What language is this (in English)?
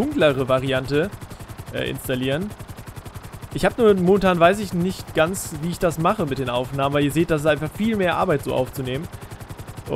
German